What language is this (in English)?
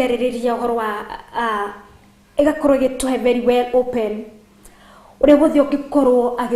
Kikuyu